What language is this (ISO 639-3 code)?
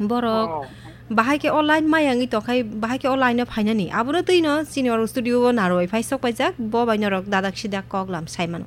trp